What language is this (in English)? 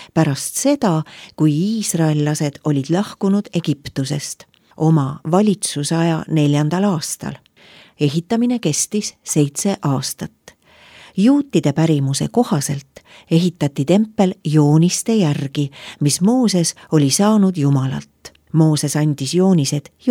Estonian